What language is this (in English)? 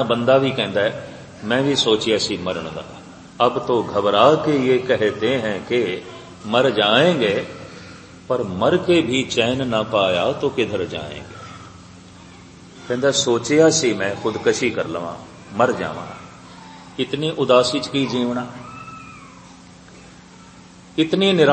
Punjabi